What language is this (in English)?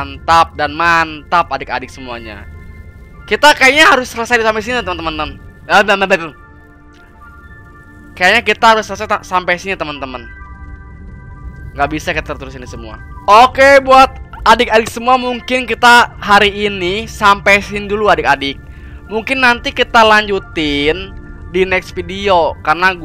Indonesian